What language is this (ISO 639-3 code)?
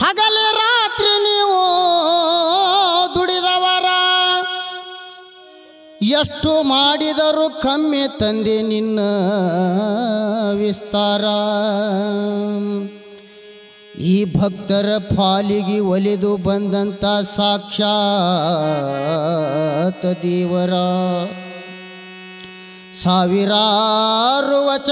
kan